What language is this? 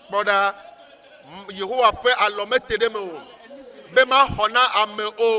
Ewe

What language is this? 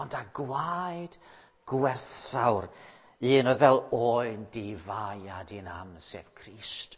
Welsh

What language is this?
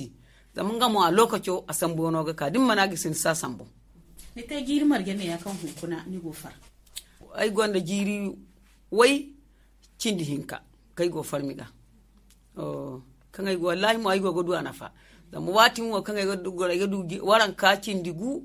Zarma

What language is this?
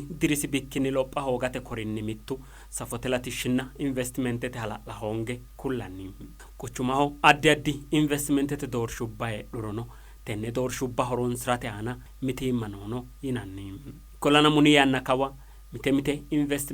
Sidamo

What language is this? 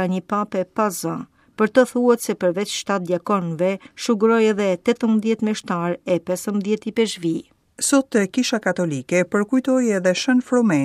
Albanian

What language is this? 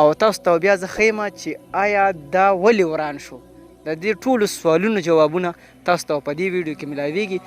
Pashto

